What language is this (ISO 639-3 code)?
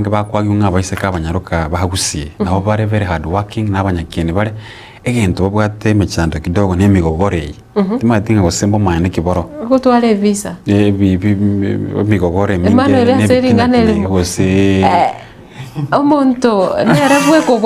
guz